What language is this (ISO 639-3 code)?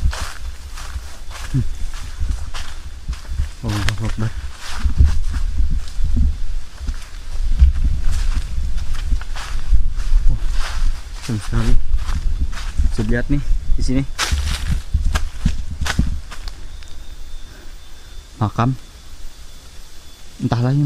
ind